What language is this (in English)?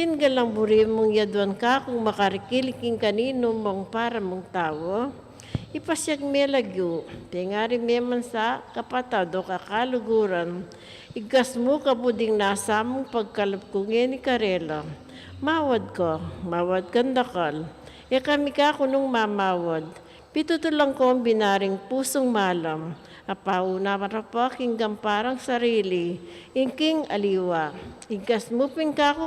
Pampanga